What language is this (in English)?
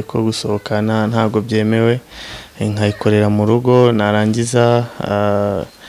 Kinyarwanda